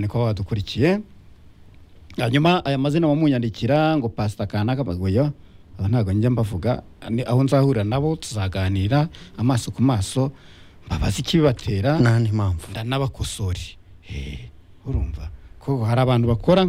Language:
Kinyarwanda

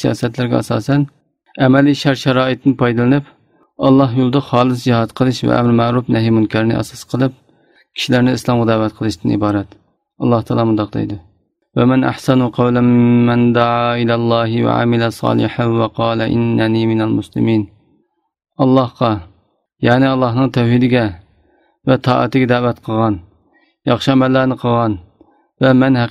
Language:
Uyghur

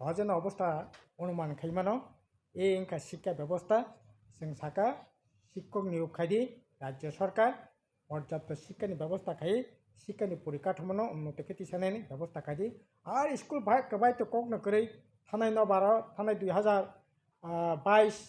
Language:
Kok Borok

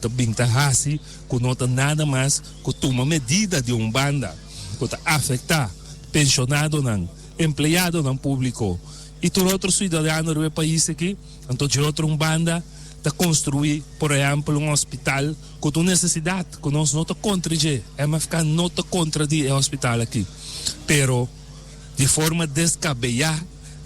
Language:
Papiamento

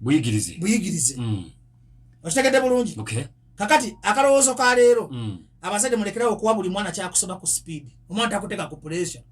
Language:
Ganda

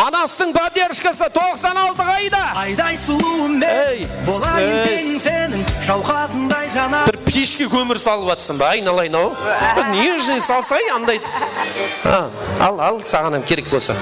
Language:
Kara-Kalpak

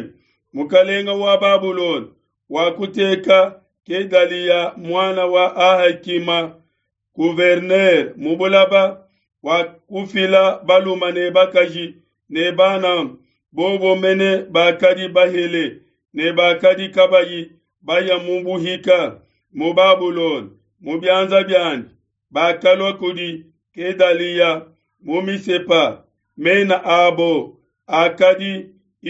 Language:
Luba-Lulua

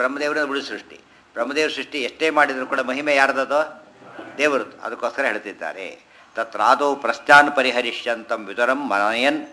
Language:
Kannada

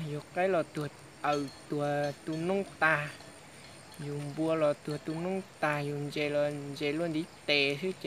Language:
Hmong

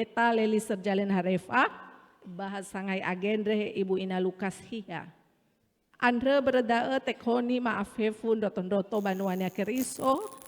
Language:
Nias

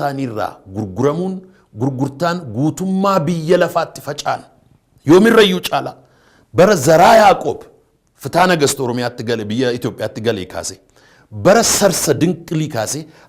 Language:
Oromo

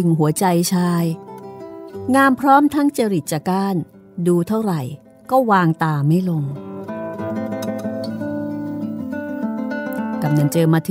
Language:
Thai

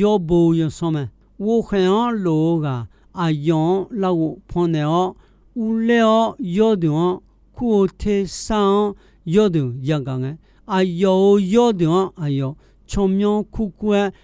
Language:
Akha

